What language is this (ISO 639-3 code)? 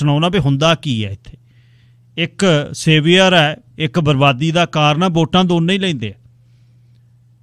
pan